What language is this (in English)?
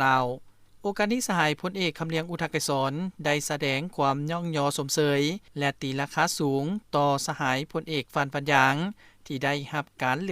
Lao